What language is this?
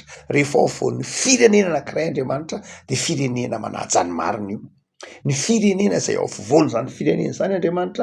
Malagasy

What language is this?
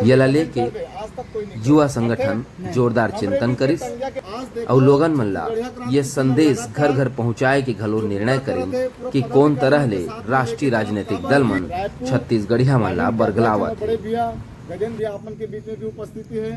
Chhattisgarhi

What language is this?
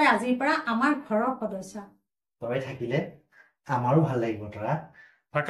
Assamese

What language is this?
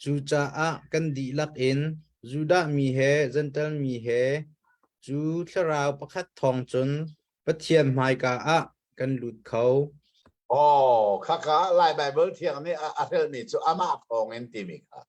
Hakha Chin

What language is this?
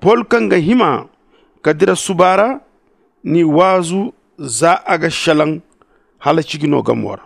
Zarma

